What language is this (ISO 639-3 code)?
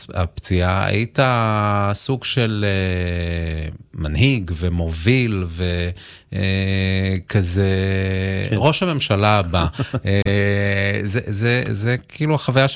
heb